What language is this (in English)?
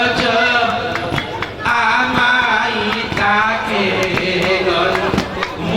Gayo